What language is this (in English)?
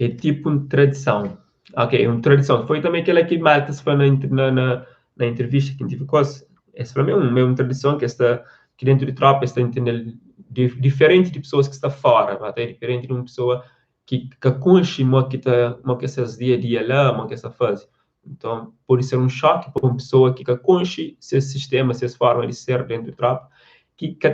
Kabuverdianu